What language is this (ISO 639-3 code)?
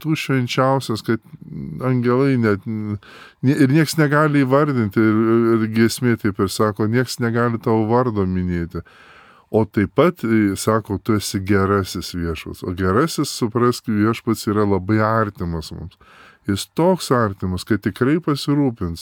lit